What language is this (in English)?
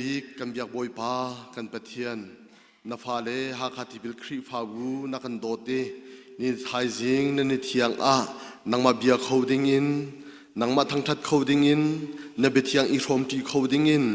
Hakha Chin